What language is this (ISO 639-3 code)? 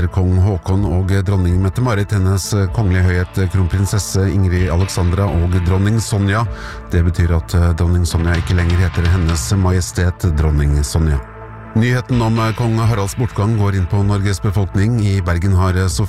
nor